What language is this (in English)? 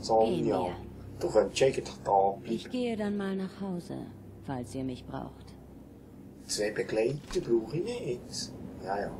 Swiss German